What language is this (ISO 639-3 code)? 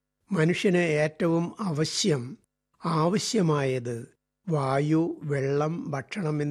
mal